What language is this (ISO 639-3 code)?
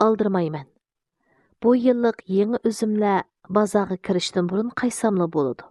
uig